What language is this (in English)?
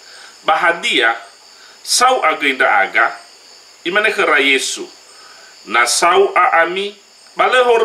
Nias